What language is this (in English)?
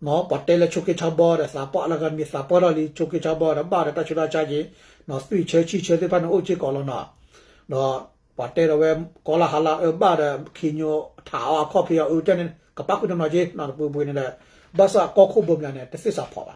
S'gaw Karen